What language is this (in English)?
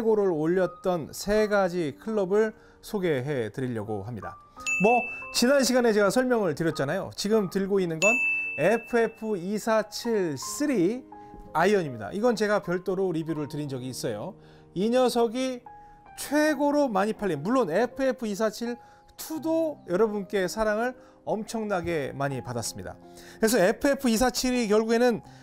Korean